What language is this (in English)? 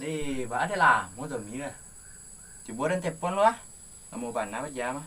Minangkabau